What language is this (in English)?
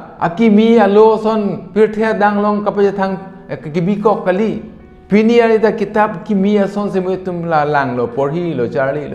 Karbi